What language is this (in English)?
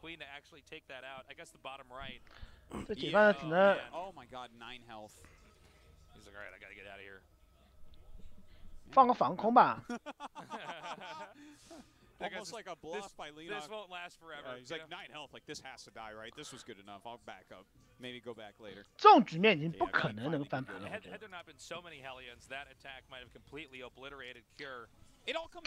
Chinese